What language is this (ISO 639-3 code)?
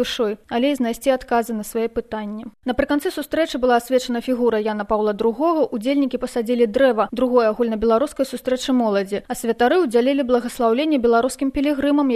bel